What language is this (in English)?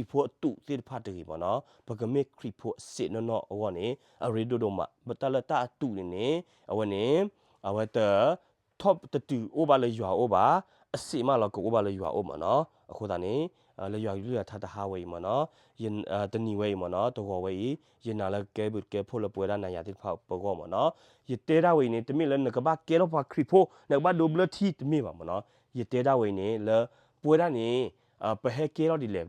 S'gaw Karen